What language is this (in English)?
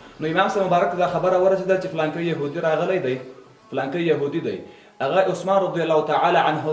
Pashto